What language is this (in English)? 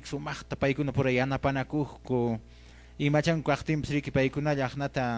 Quechua